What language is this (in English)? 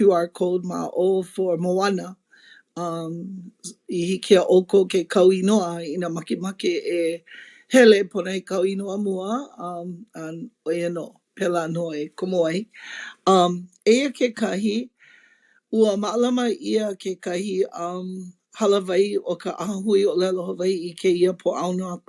Hawaiian